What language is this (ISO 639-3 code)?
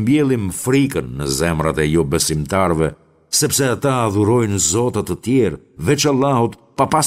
sqi